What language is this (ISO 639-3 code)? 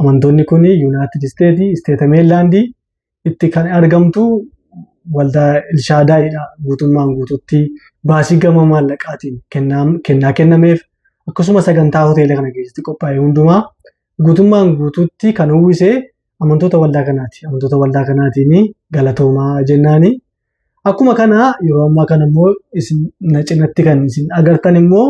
orm